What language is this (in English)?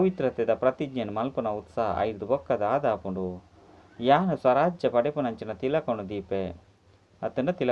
Tulu